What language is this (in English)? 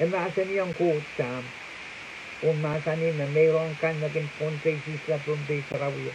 Pohnpeian